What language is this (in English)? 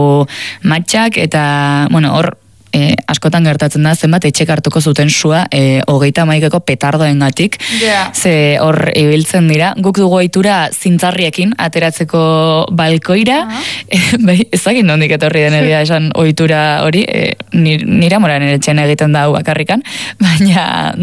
Basque